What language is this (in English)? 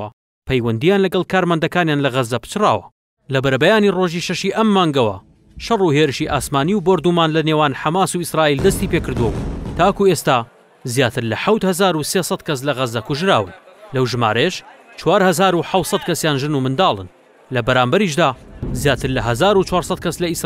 Central Kurdish